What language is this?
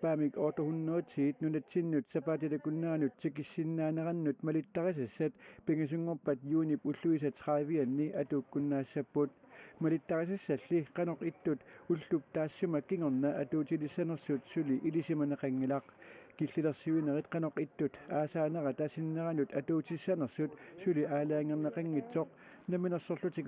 Kalaallisut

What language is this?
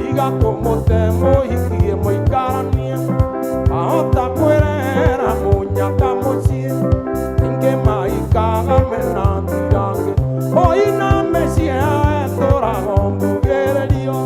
Kikuyu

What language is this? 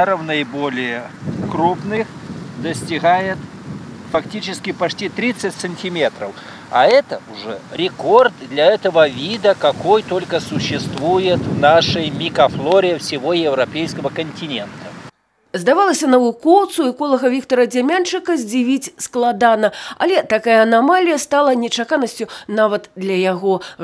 Belarusian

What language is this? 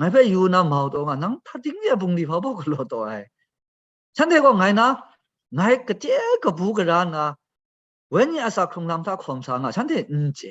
Kachin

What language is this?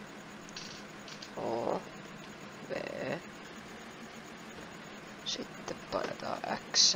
Finnish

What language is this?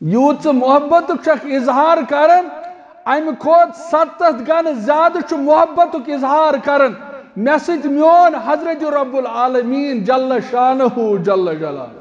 Kashmiri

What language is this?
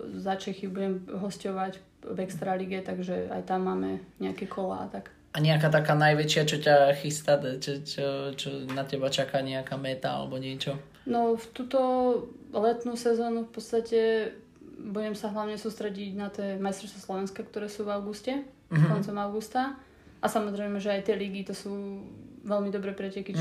Slovak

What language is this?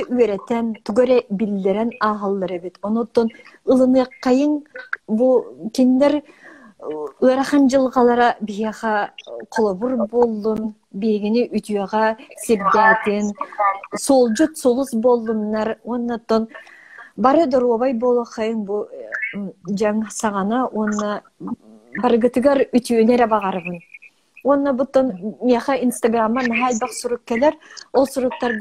Yakut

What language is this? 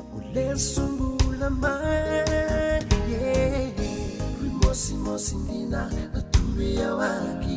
Fijian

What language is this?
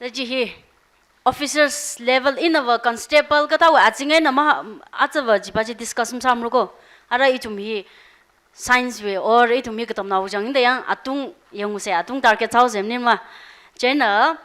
Tangkhul Naga (India)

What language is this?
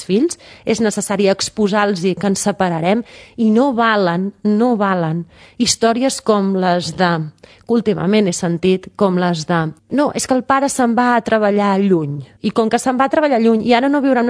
Catalan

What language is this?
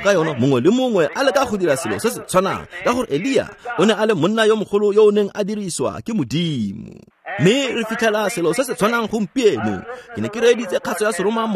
Tswana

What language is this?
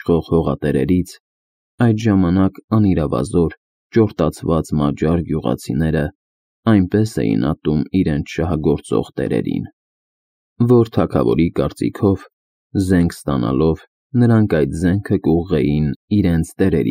Armenian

